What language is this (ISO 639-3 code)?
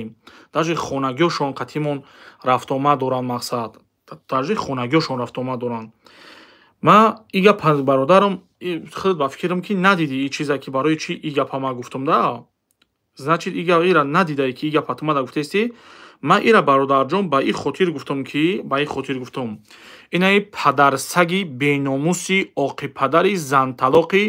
tgk